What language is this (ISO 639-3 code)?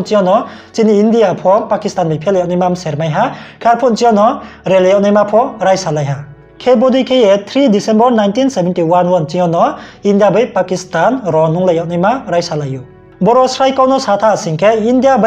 ria